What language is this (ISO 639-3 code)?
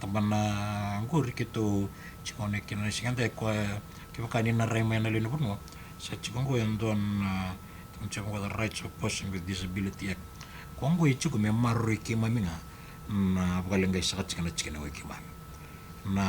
fij